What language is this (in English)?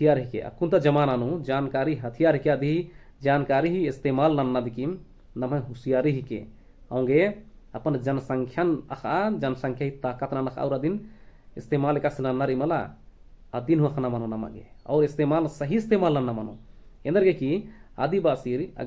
Kurukh